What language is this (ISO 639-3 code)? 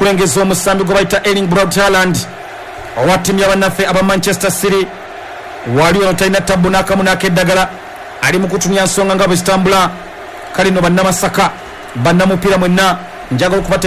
lug